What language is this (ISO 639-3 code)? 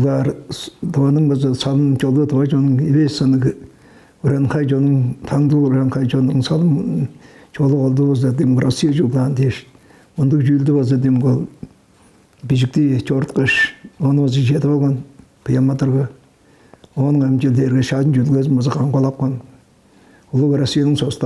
tyv